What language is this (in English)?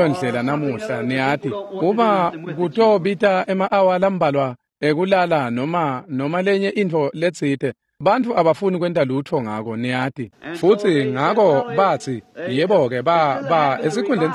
Swati